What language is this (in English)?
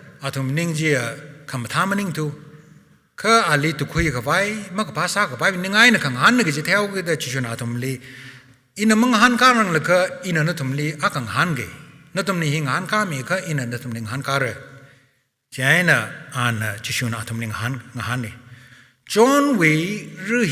Tangkhul Naga (India)